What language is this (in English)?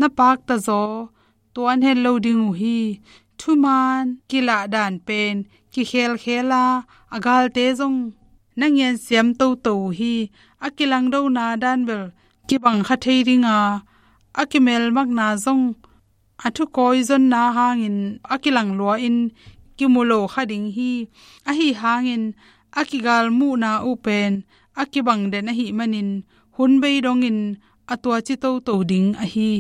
Tedim Chin